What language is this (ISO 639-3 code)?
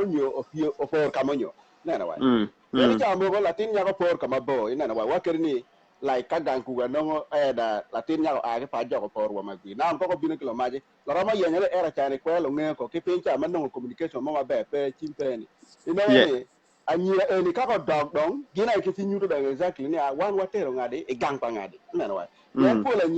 ach